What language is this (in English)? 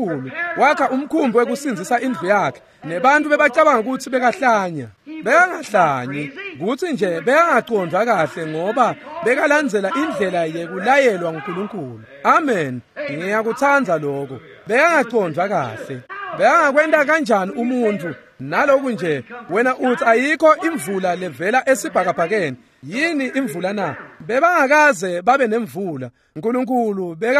Swati